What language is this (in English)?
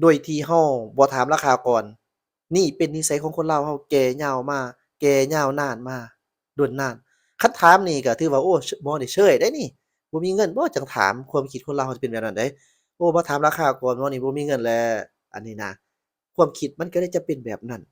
Lao